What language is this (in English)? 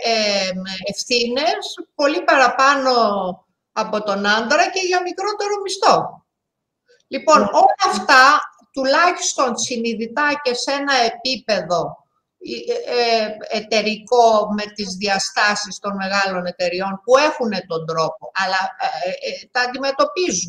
Greek